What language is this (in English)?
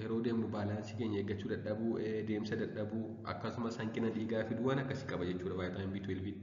Oromo